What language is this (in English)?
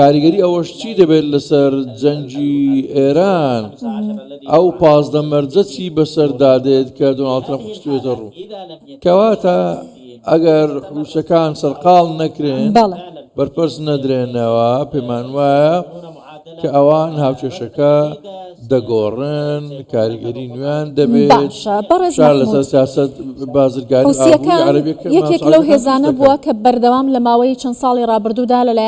Central Kurdish